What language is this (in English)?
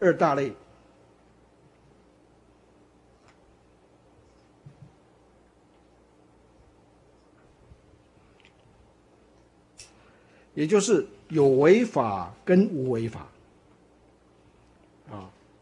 Chinese